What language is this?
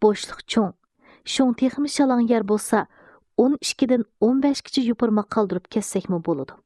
Uyghur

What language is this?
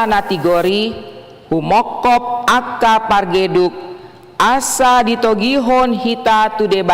Batak Toba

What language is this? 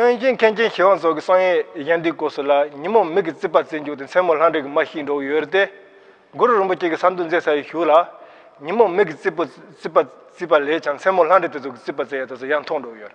Tibetan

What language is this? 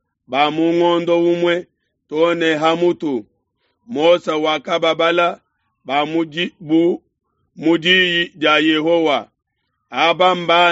Luba-Lulua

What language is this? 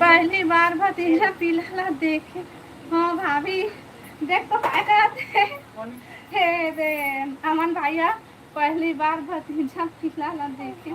Chhattisgarhi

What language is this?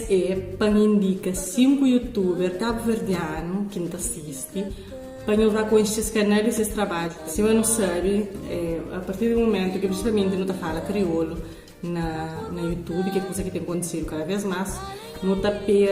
Kabuverdianu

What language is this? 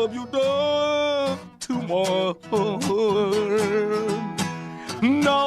Cebuano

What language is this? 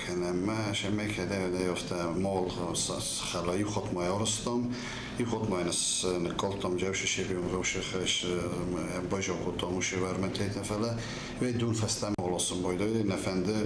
Ossetic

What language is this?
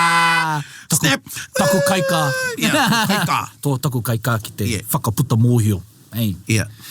Māori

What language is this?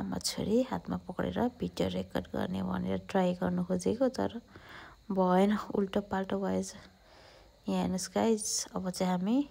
Nepali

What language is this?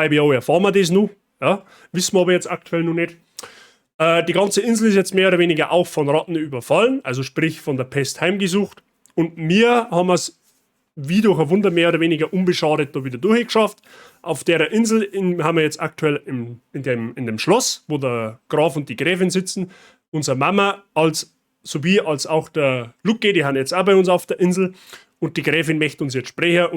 Bavarian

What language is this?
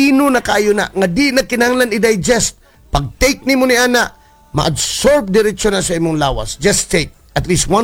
Cebuano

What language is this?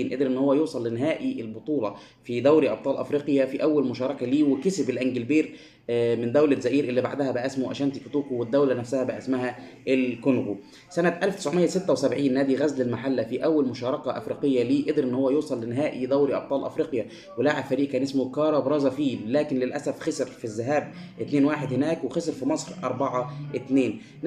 Egyptian Arabic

